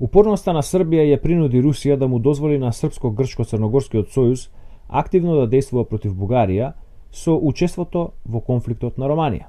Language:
Macedonian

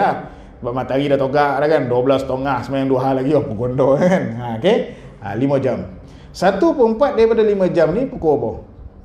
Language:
Malay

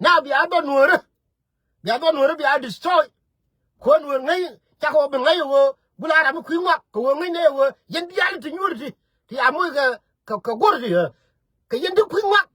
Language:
Nuer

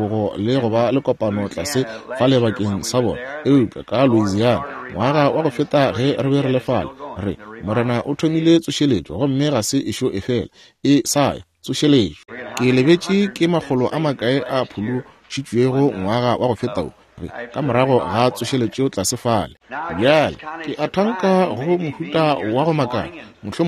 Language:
Northern Sotho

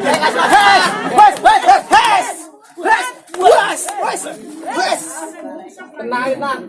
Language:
Betawi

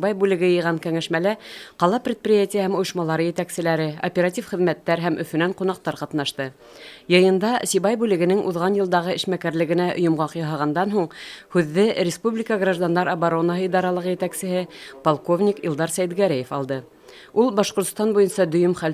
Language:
Bashkir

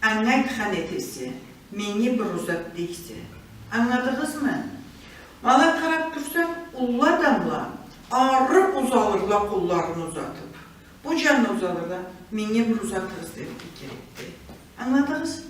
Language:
Karachay-Balkar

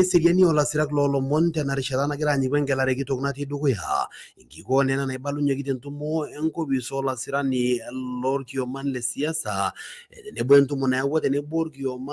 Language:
Masai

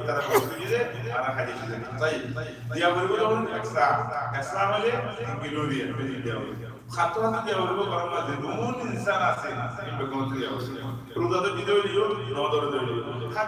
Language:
Rohingya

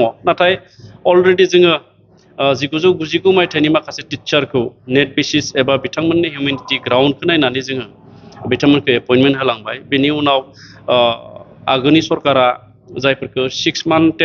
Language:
Bodo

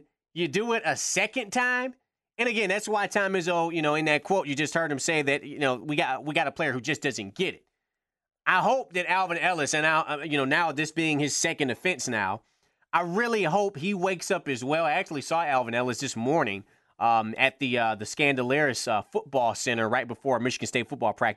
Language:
English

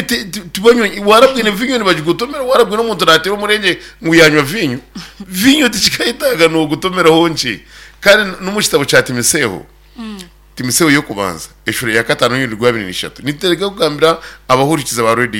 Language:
Nyankole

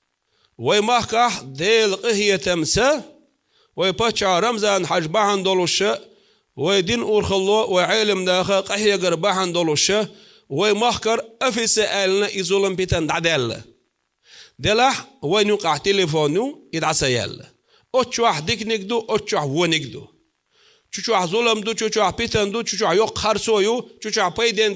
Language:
Chechen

